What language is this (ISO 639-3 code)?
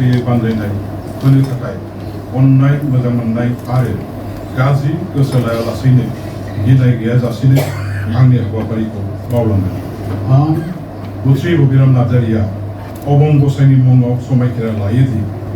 brx